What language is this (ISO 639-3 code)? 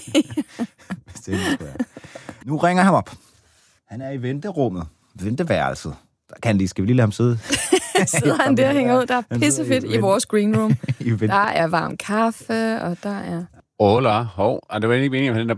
dan